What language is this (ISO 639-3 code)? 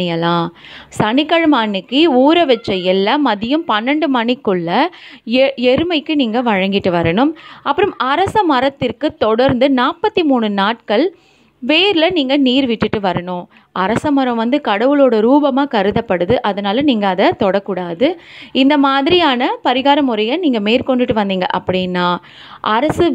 tam